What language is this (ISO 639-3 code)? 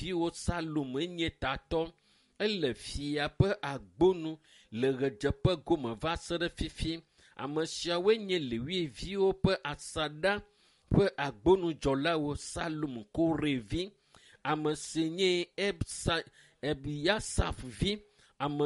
ewe